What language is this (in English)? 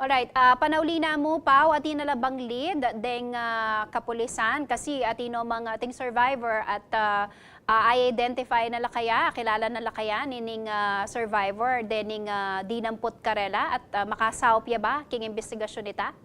Pampanga